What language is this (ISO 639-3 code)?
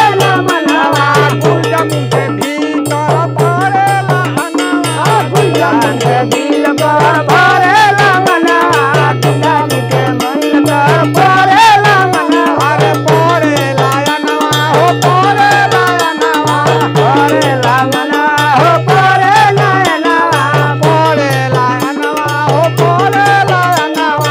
bho